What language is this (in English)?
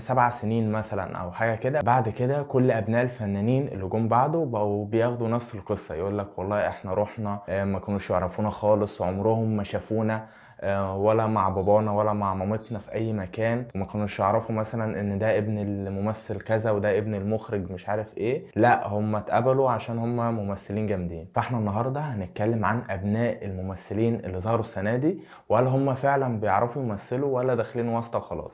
Egyptian Arabic